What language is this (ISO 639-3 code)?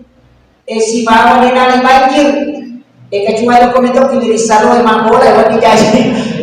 bug